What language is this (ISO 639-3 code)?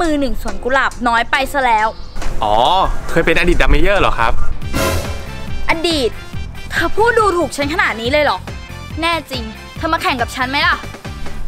tha